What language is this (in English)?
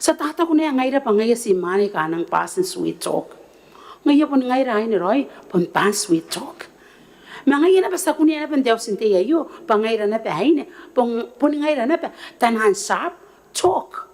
Gilbertese